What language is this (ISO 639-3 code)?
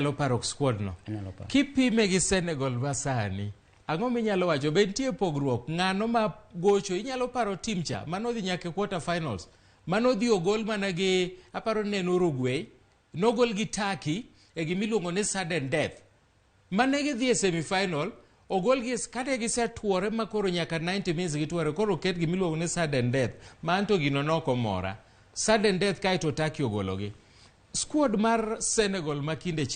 luo